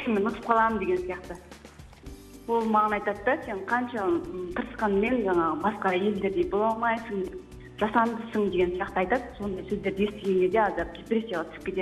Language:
Kazakh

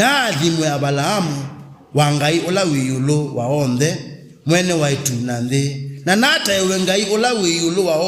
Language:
Kamba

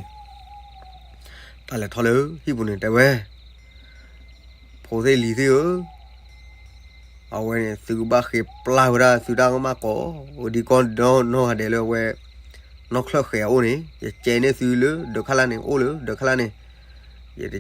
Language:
S'gaw Karen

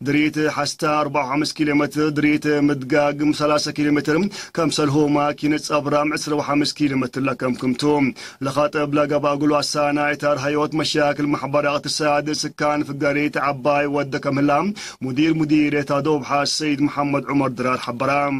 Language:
Tigre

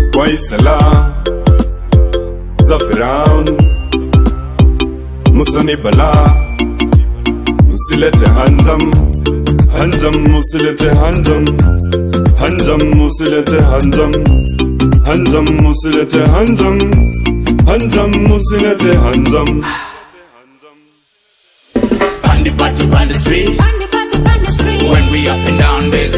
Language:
Swahili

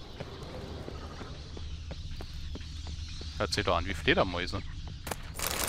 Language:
German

